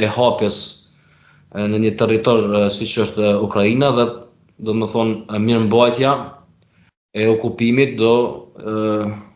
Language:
Albanian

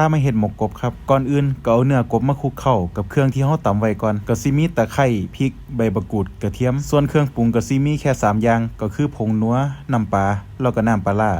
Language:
Northeastern Thai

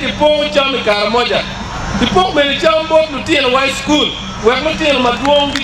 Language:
Acoli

